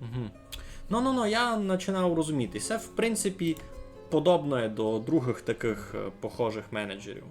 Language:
Rusyn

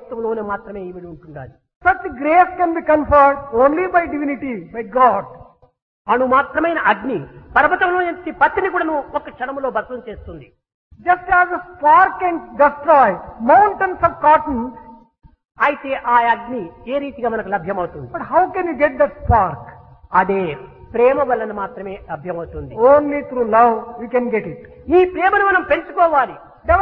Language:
Telugu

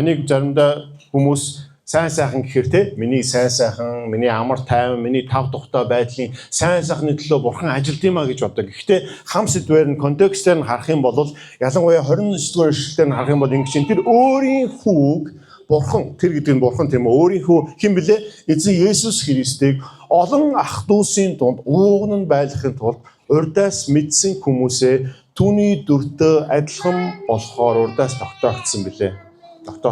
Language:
Mongolian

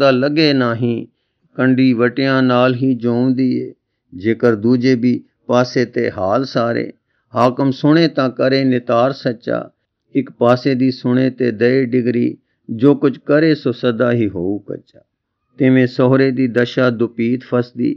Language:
Punjabi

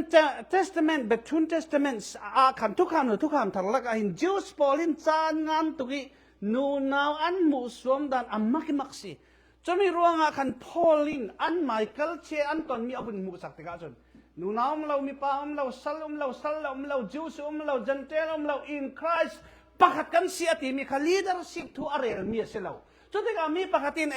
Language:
Falam Chin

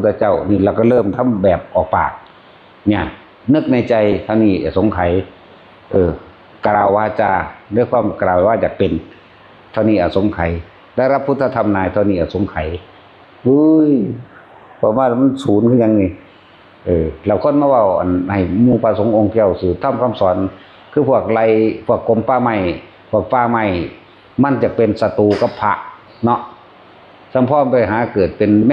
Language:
Northeastern Thai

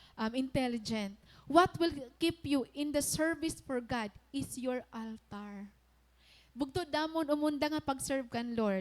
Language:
Waray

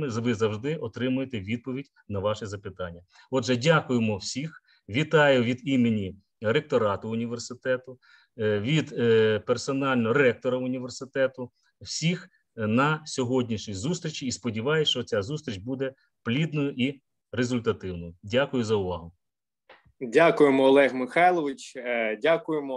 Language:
Ukrainian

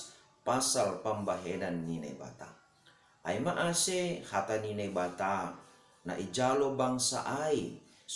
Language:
Batak Simalungun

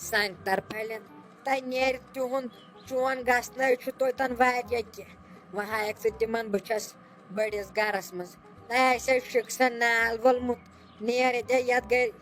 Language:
Kashmiri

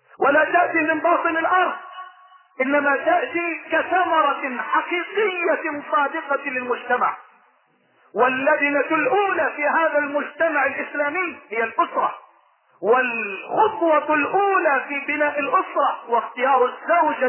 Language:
Arabic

